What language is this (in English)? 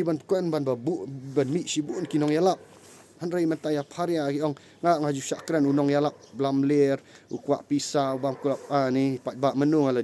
Khasi